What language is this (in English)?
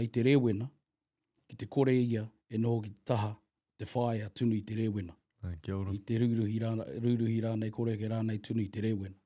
Māori